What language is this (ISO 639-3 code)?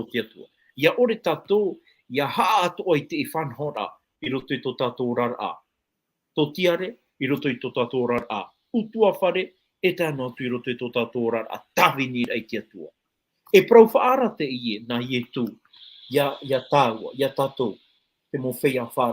tah